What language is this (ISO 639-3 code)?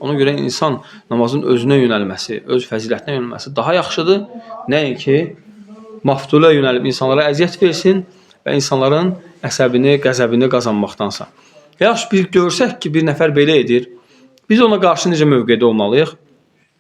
aze